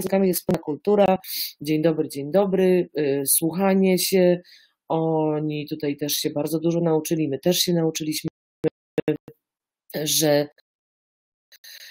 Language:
Polish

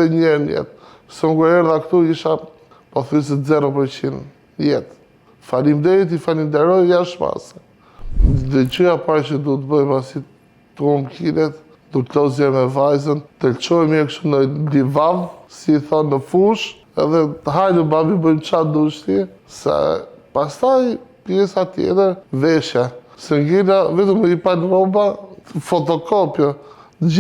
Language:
Albanian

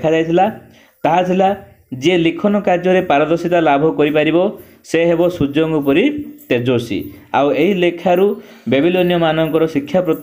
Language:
Odia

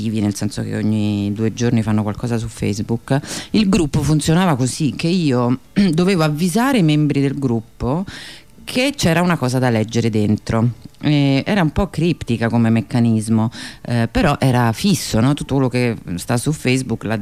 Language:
Italian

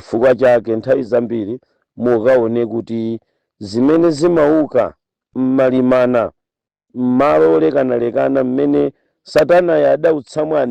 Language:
Nyanja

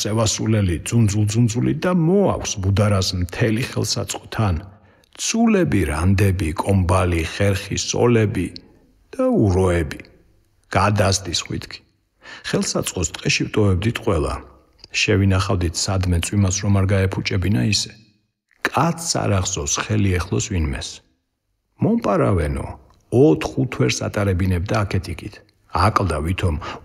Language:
Georgian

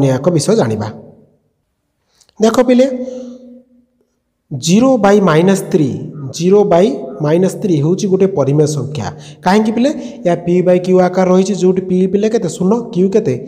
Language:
Odia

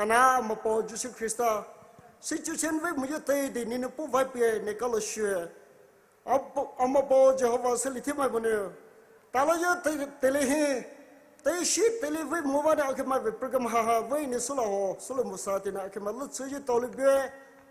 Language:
Poumei Naga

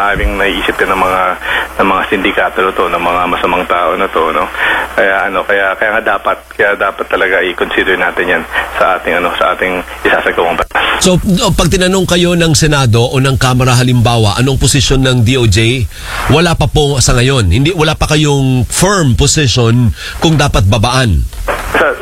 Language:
Filipino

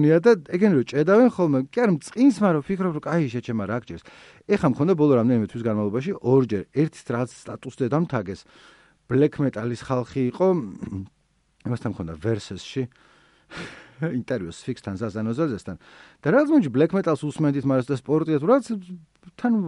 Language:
Georgian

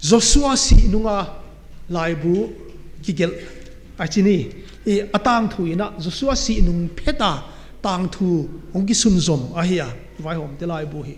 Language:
Paite Chin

